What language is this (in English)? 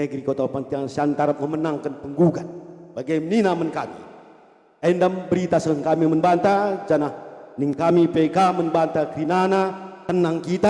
Batak Karo